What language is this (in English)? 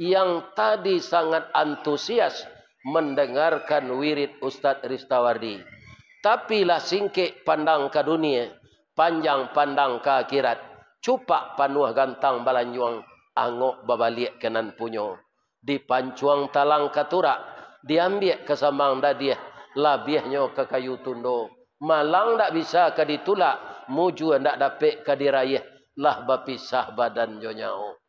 Minangkabau